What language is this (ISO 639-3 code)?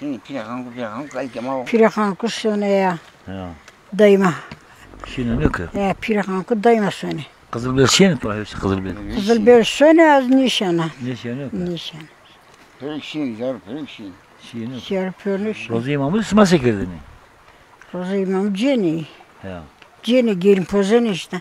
zza